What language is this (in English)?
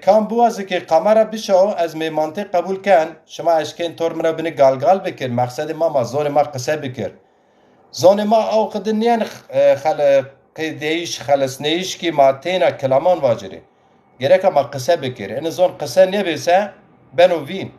Zaza